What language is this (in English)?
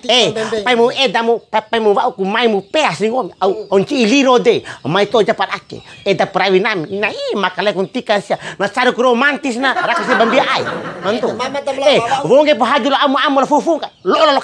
Bima